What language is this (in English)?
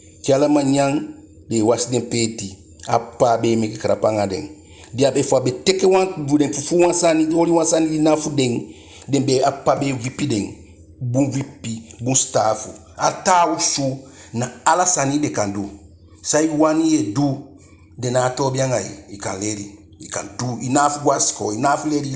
Eastern Maroon Creole